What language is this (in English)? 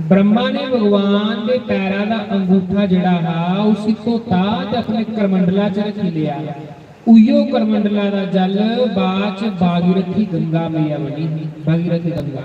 Dogri